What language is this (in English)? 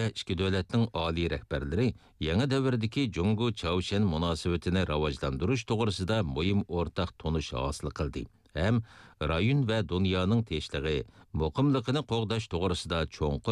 Uyghur